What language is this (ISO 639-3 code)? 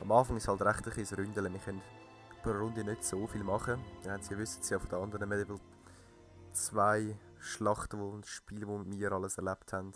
gsw